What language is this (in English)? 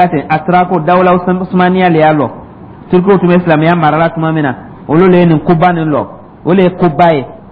Dyula